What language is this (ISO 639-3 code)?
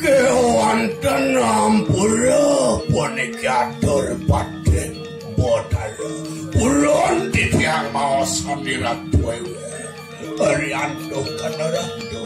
ban